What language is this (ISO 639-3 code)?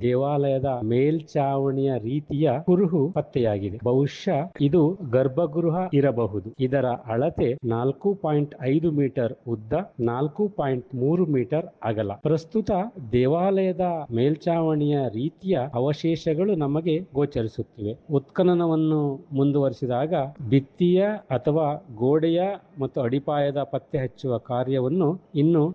kan